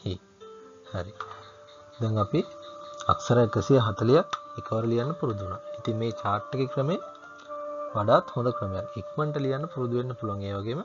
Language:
Sinhala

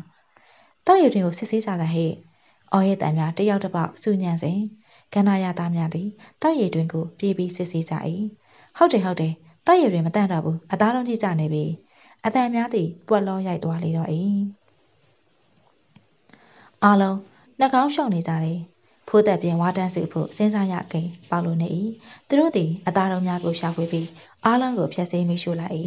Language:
Burmese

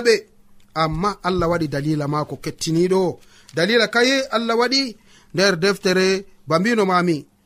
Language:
Nigerian Fulfulde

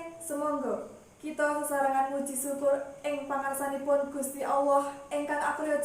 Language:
Javanese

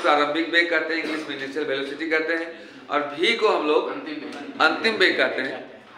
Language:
Hindi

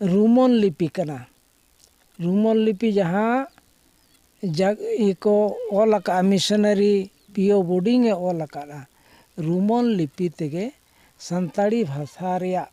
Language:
Santali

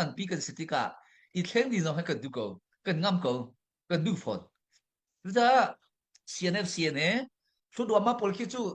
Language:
Hakha Chin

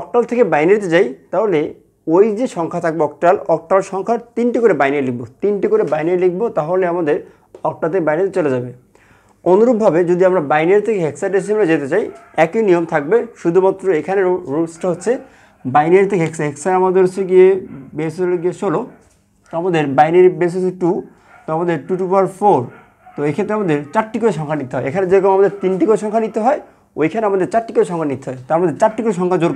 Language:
Bangla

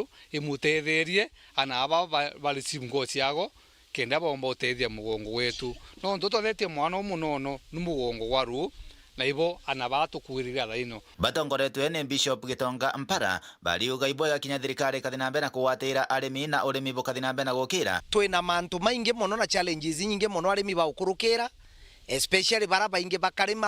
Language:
Meru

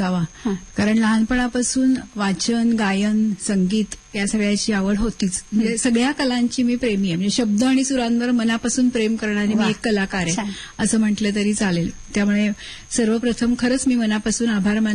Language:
Marathi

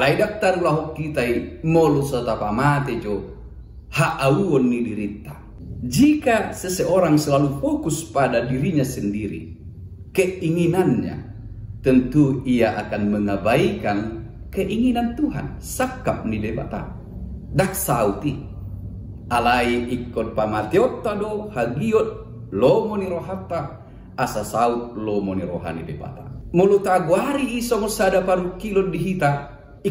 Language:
Batak Toba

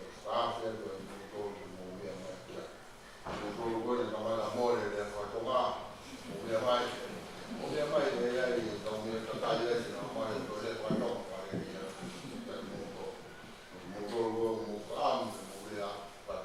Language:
Tongan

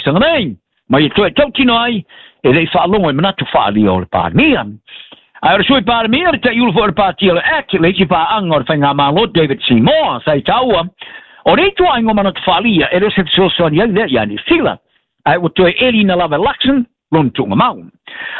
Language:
Samoan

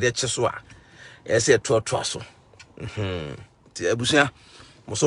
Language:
Akan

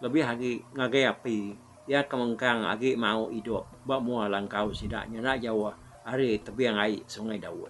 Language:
Iban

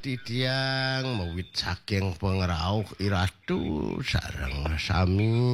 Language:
Balinese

